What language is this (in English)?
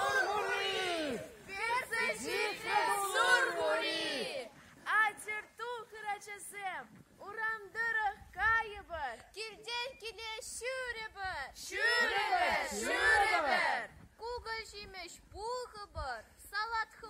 Chuvash